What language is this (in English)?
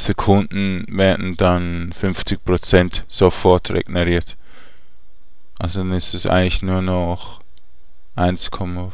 German